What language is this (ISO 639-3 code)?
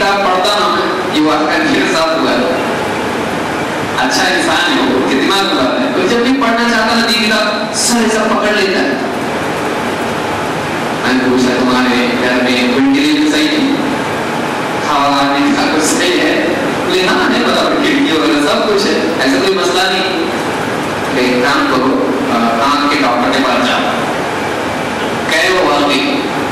urd